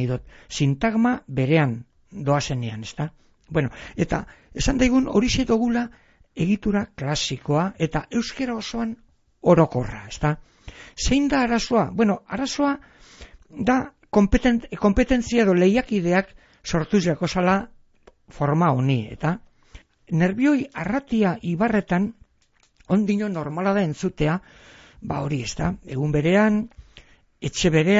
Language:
Basque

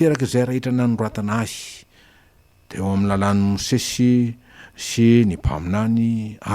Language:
Malagasy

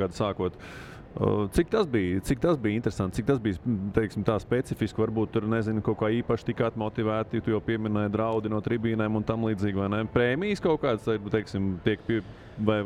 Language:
Latvian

